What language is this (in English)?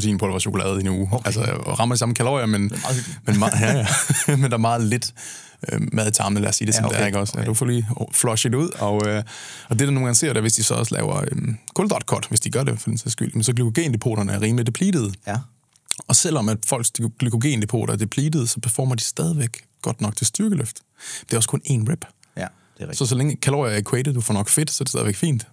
Danish